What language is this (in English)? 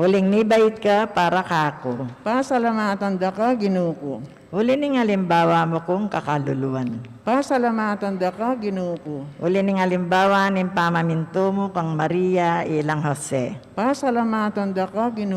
Pampanga